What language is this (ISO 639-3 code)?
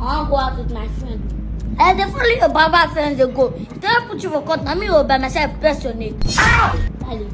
pcm